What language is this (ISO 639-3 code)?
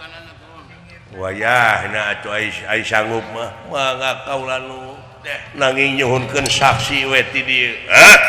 sun